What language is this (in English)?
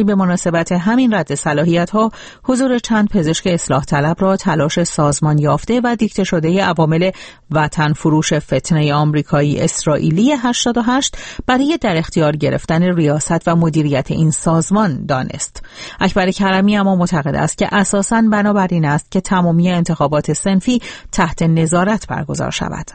Persian